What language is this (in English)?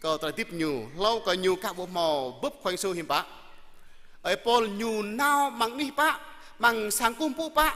Jarai